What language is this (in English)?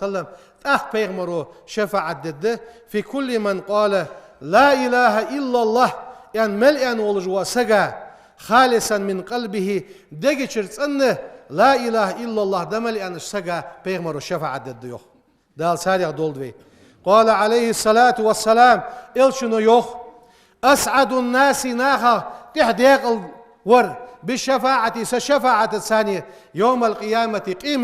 Ingush